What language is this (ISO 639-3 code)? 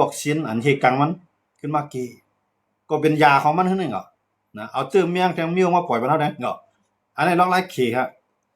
shn